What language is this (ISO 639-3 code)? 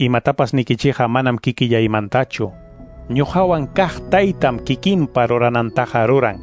que